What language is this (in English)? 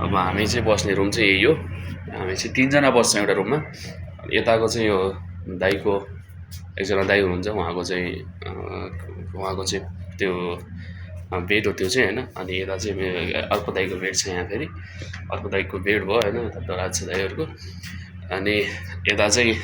Nepali